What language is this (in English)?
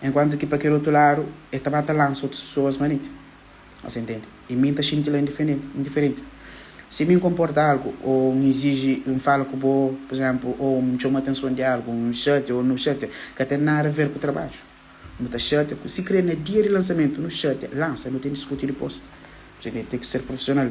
Kabuverdianu